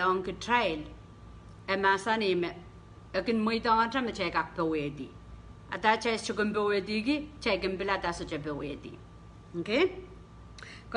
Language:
Pohnpeian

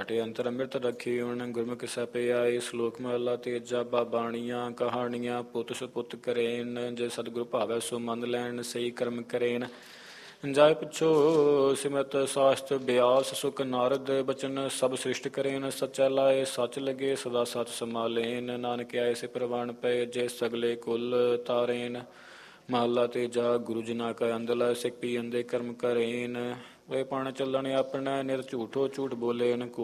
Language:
Punjabi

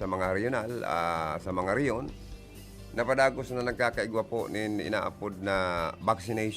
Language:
Bikol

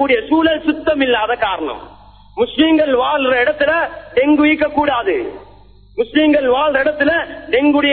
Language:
Tamil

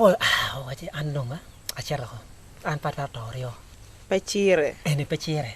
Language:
Acoli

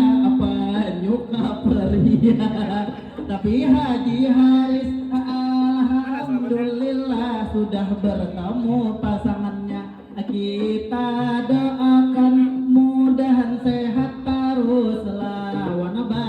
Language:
Banjar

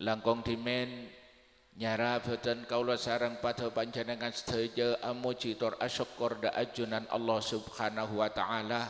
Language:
Madurese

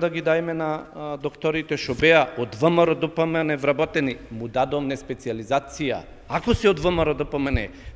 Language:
Macedonian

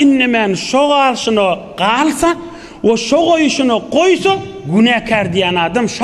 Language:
Turkmen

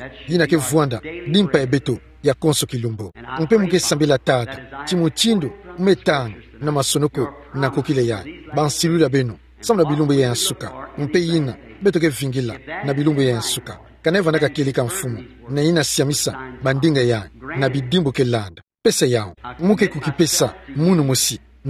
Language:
Kituba (Democratic Republic of Congo)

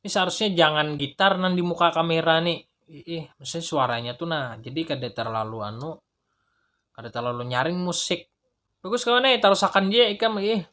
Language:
Banjar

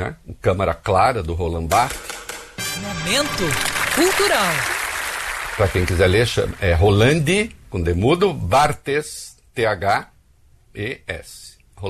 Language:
Portuguese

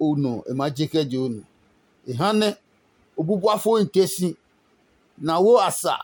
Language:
Adangme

